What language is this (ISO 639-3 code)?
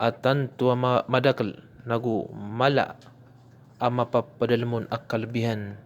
mrw